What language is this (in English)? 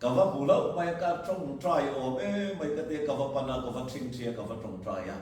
Mizo